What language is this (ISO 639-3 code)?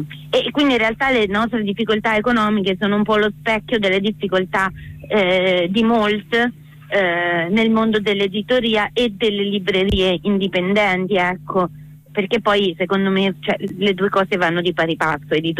ita